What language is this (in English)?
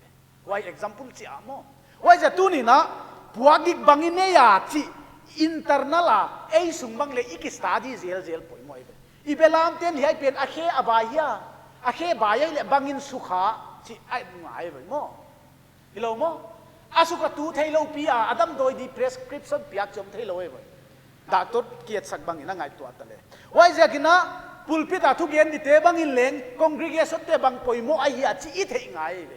Paite Chin